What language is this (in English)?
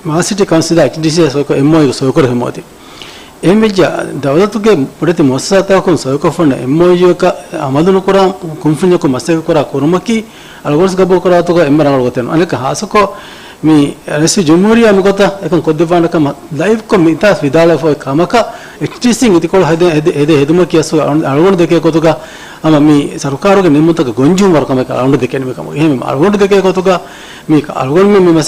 Divehi